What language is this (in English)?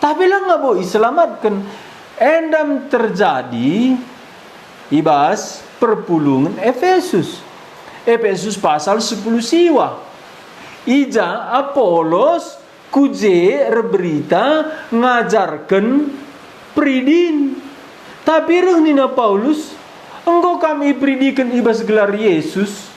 Batak Karo